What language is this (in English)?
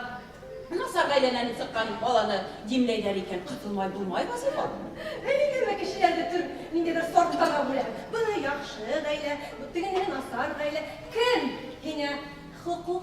Bashkir